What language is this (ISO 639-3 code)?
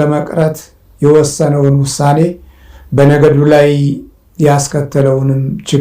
amh